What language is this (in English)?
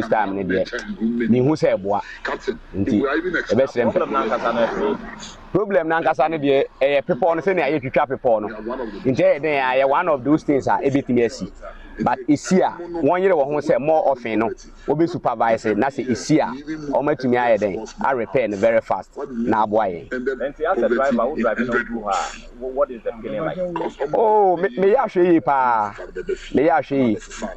Akan